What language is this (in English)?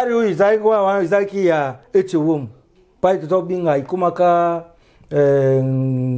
Lingala